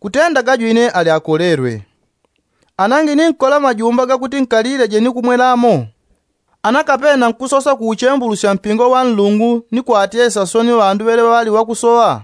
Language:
Yao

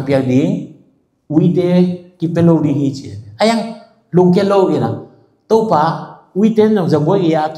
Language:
Tedim Chin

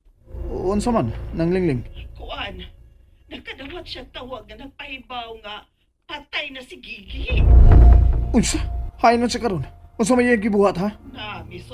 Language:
Cebuano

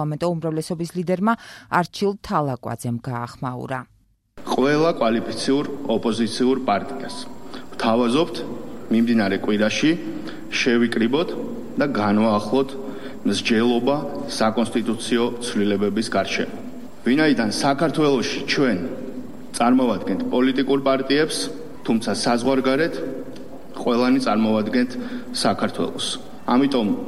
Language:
Georgian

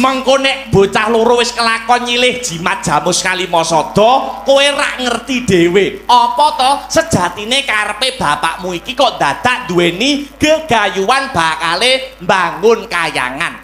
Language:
Javanese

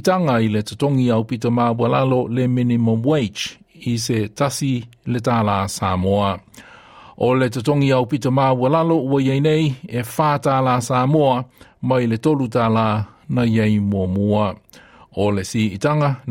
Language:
Samoan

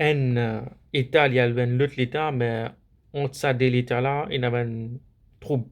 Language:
Morisyen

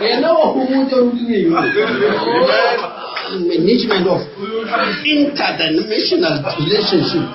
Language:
Northern Sotho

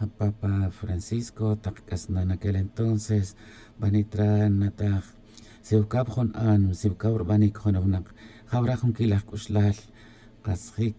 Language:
Tz'utujil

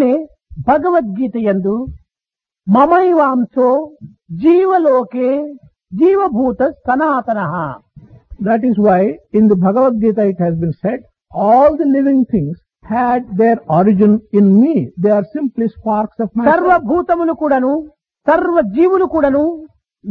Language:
Telugu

